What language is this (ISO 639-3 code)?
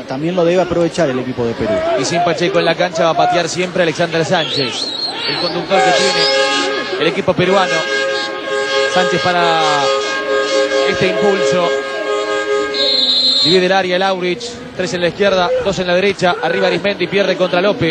spa